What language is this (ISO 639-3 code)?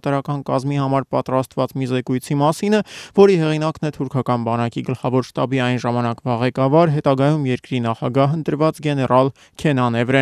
hye